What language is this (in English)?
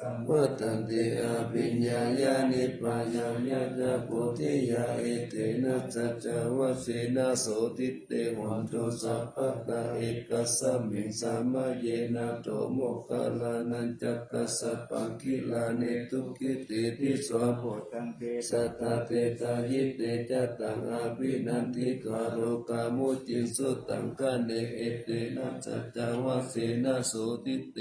Pali